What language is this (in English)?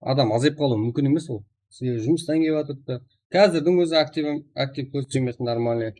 Kara-Kalpak